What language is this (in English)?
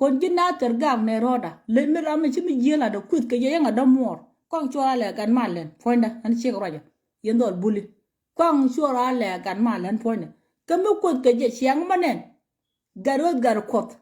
Nuer